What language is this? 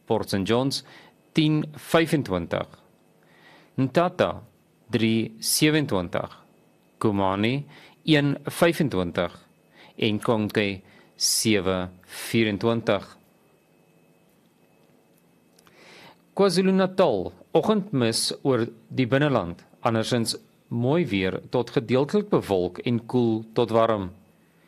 Afrikaans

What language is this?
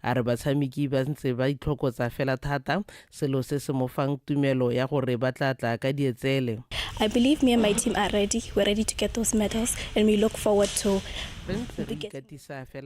Tswana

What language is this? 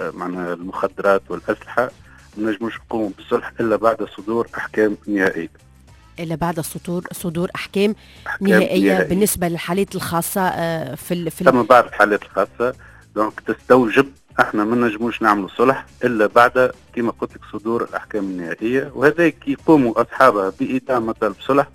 Tunisian Arabic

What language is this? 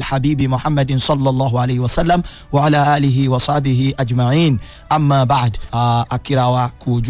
Yoruba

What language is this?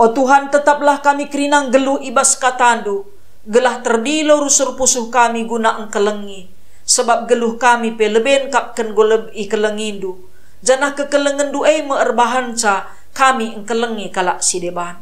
Batak Karo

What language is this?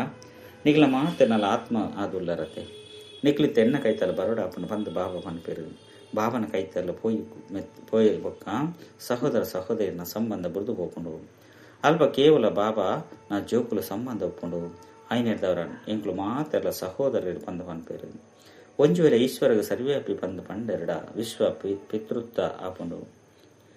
Tulu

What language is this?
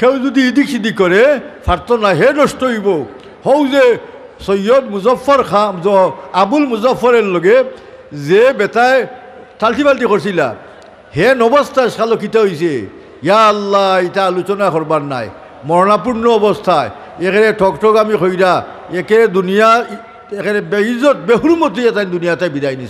Sylheti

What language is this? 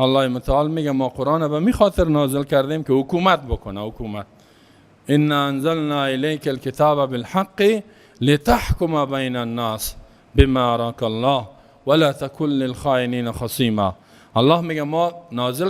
Persian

